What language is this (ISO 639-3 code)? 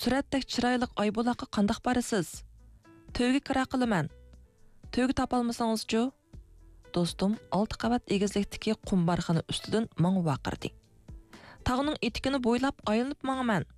uig